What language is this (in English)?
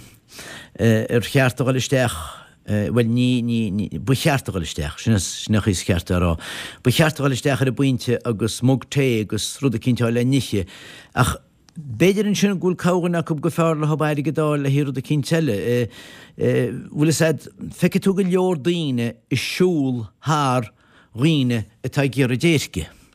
Irish